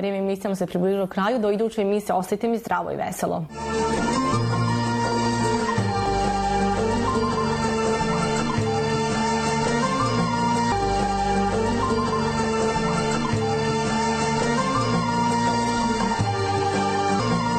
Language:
Bosnian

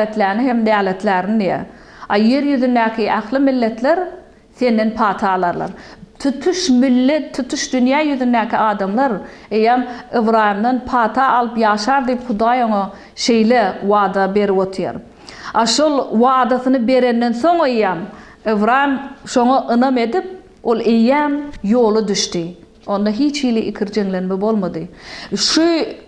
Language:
Turkmen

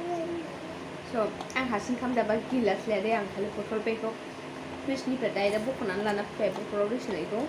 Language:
Bodo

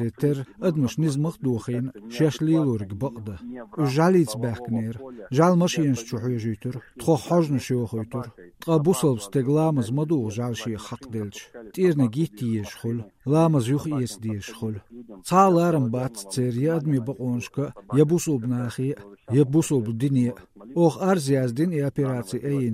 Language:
Chechen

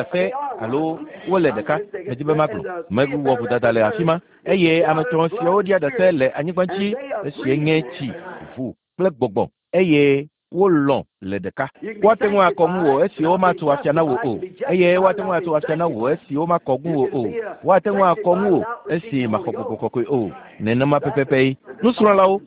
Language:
Ewe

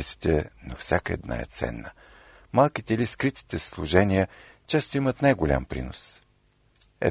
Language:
Bulgarian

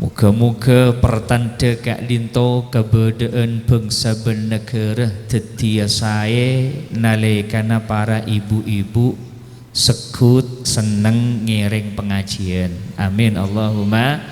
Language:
Madurese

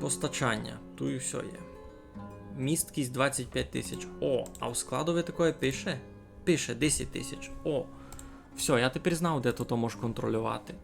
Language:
Rusyn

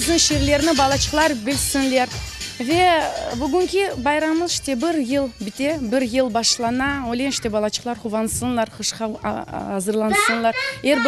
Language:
Crimean Tatar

